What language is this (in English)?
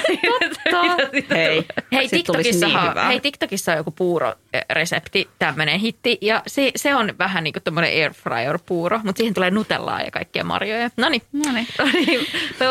Finnish